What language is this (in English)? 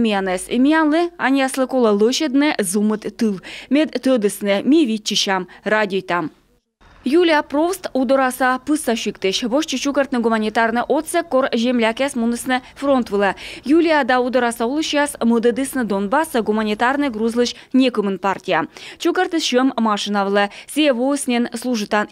Komi